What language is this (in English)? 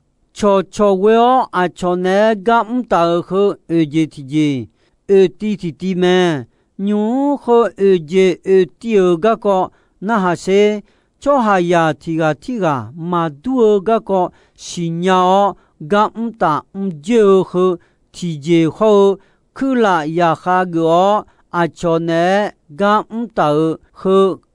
Akha